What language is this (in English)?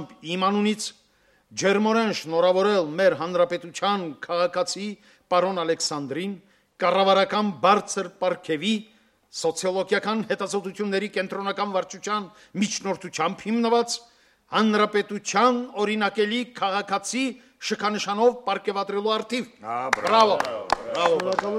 Armenian